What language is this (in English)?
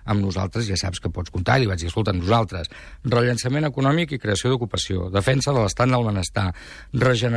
Catalan